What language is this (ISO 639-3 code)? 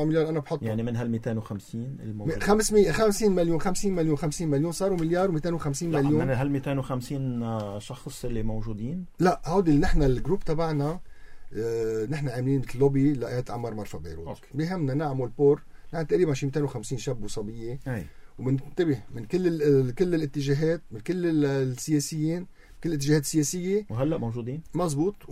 apc